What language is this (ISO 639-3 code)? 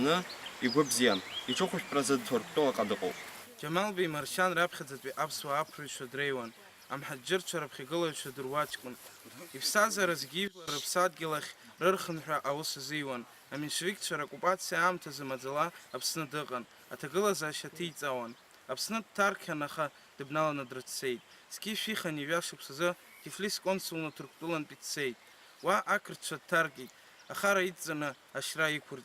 abk